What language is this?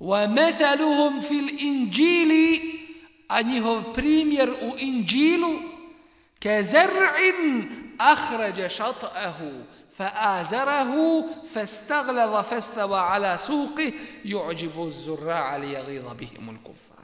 Bosnian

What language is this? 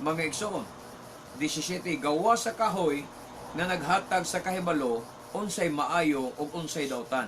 Cebuano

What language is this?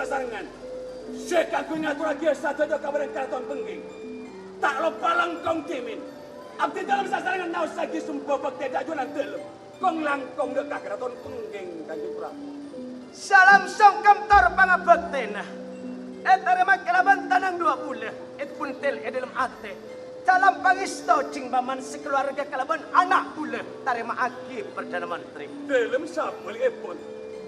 Madurese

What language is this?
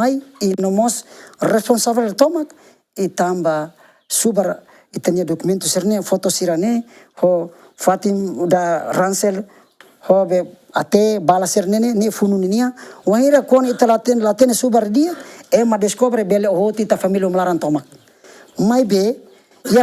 Tetum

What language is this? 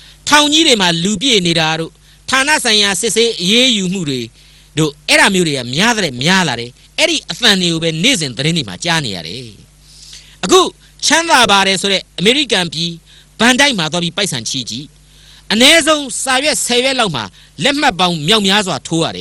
Burmese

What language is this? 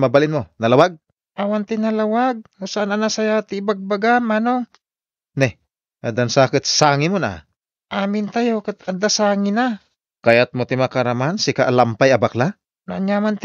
Iloko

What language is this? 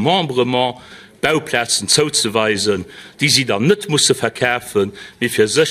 Luxembourgish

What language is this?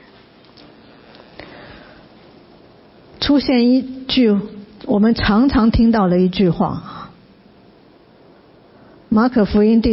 Chinese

